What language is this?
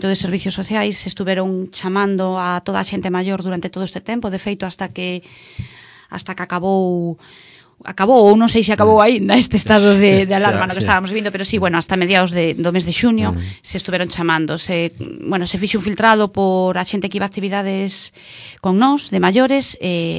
Galician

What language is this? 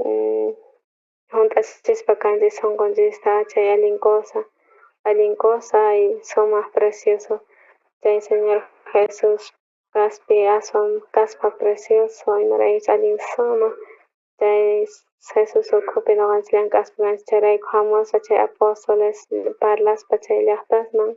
South Bolivian Quechua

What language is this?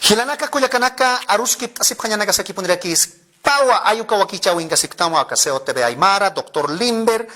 Aymara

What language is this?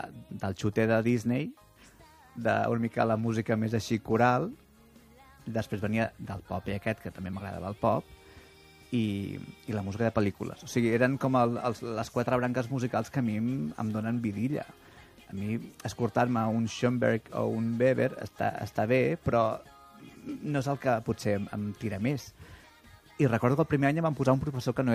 Catalan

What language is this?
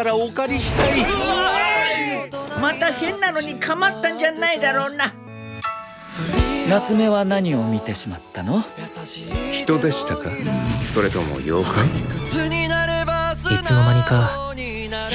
Japanese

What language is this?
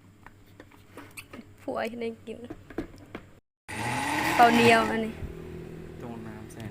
Lao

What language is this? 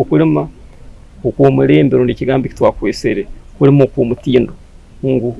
Nyankole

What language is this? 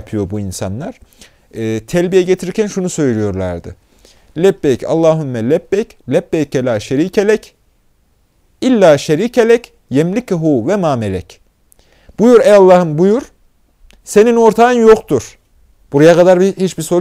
Turkish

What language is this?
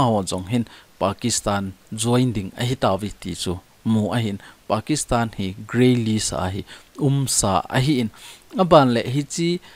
Thado Chin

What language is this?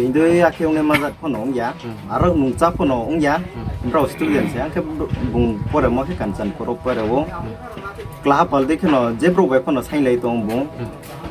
Riang (India)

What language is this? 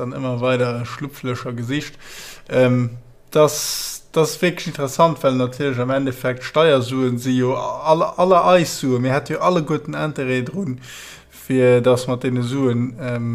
Luxembourgish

